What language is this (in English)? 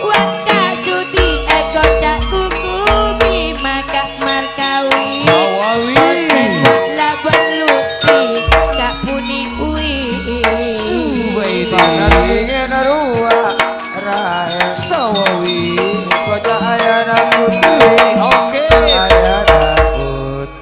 Madurese